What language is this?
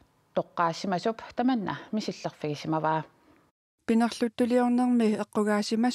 Kalaallisut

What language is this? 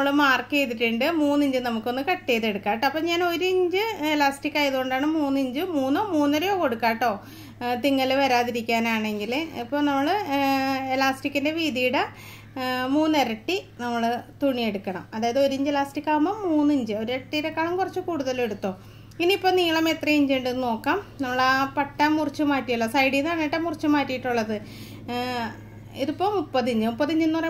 Malayalam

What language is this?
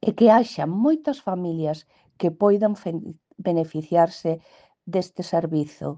Galician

